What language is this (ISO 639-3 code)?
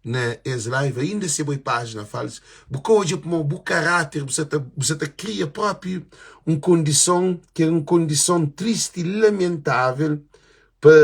kea